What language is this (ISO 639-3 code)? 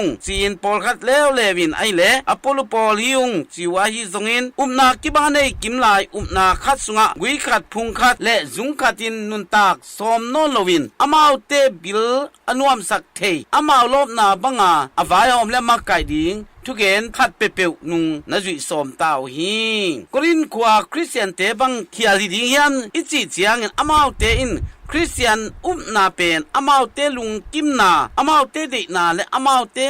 ctd